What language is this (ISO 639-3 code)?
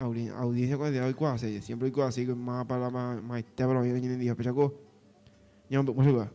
grn